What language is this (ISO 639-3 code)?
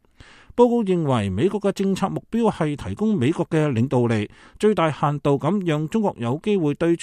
yue